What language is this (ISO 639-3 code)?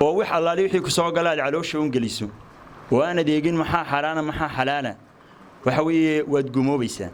som